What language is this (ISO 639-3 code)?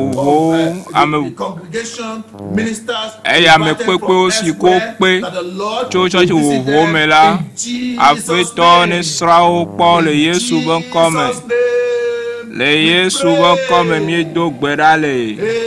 ewe